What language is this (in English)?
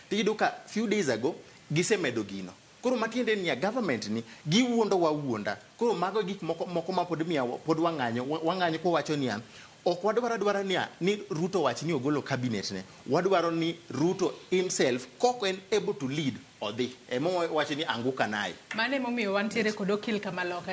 Luo (Kenya and Tanzania)